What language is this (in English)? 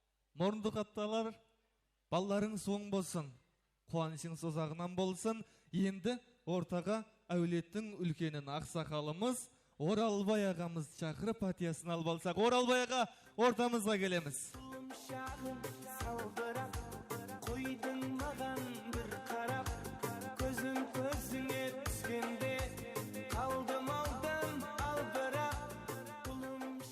Kara-Kalpak